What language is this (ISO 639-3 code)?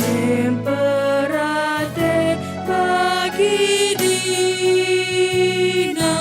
btx